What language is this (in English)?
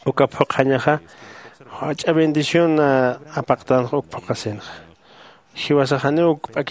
Aymara